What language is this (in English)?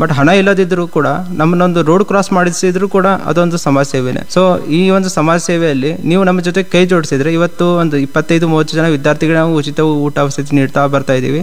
Kannada